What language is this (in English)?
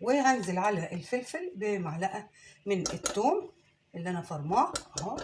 Egyptian Arabic